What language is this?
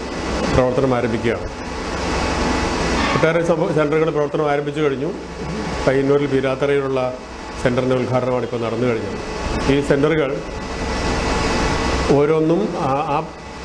Malayalam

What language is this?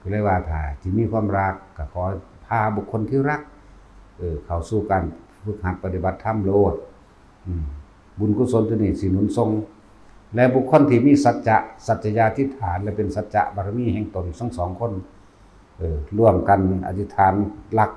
Northeastern Thai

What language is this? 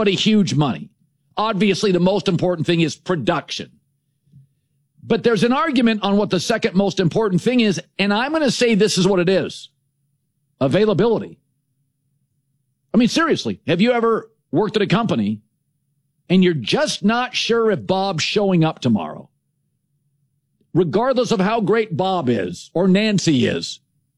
English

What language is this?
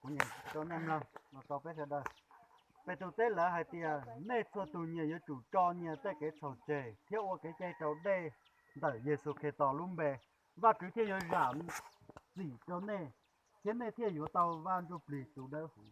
Hmong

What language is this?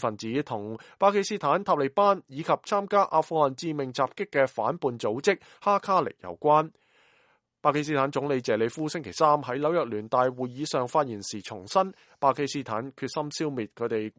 Cantonese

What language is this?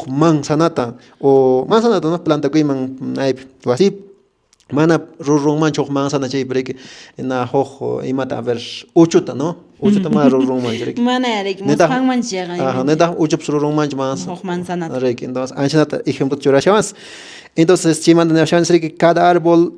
Quechua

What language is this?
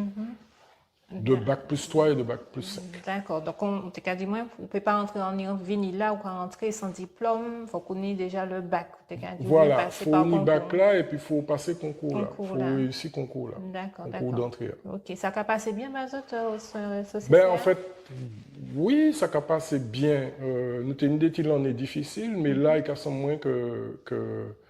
Guadeloupean Creole French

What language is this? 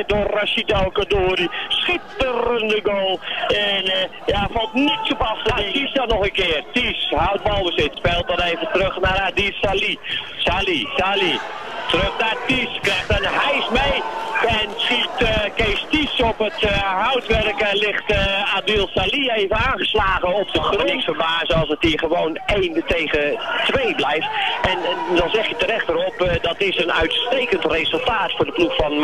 Dutch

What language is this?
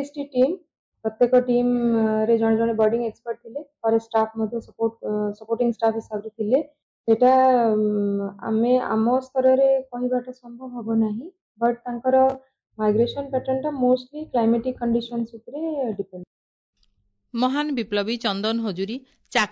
Odia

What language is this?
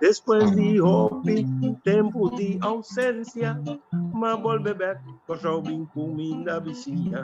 Papiamento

